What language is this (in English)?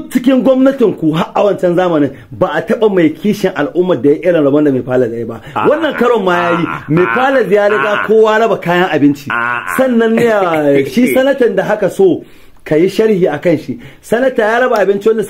Hausa